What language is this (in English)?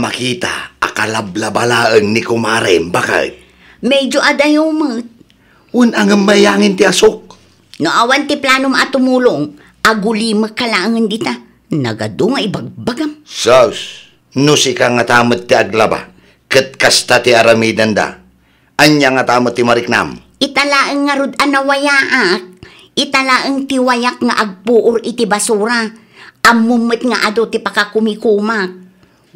Iloko